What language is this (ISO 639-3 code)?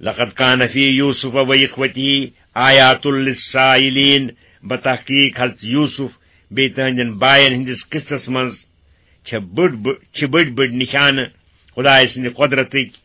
kas